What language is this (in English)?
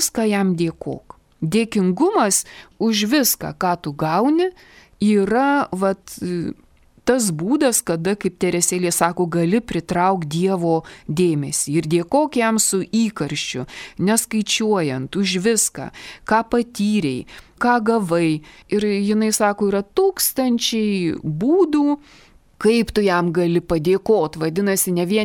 Lithuanian